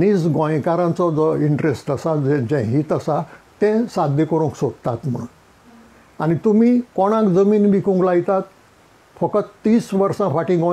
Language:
Konkani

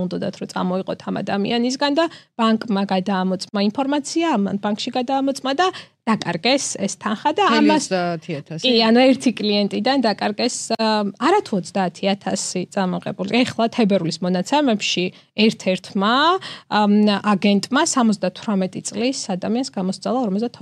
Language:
Georgian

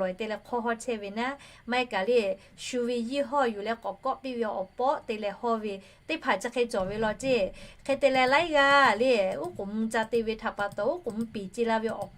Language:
Lahu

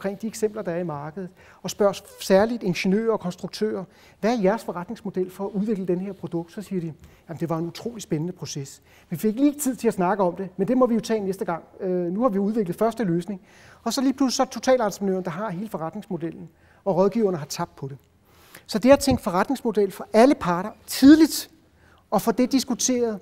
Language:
Danish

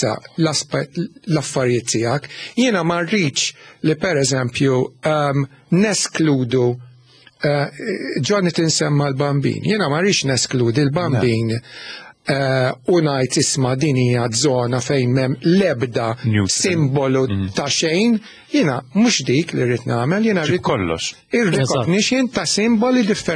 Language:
Maltese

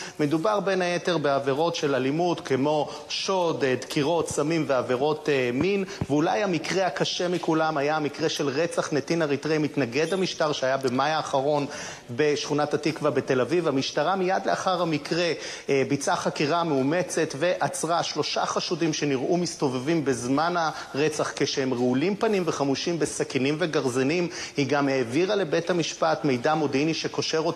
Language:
Hebrew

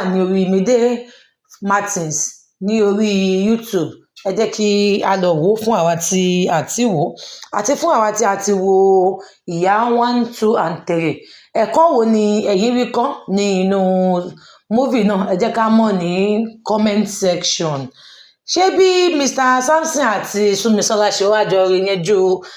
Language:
Yoruba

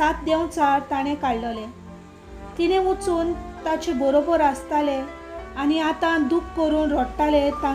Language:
Konkani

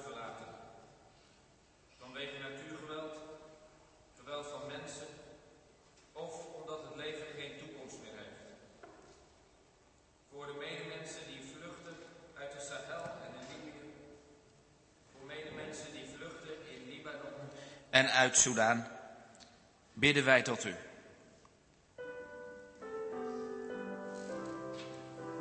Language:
Dutch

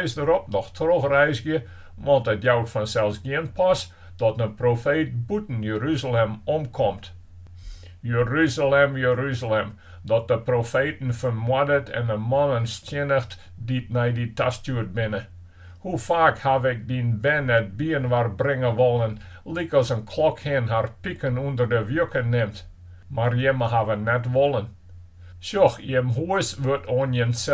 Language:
Western Frisian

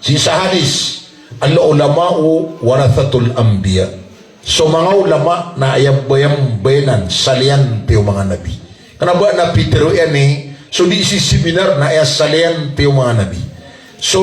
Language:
Maranao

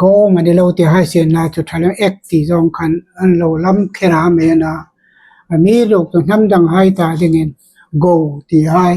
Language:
Hmar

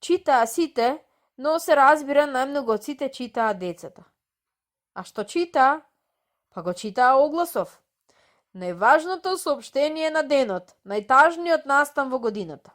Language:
Macedonian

